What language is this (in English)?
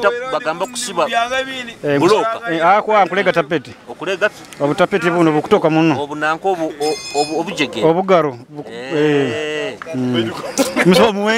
Nyoro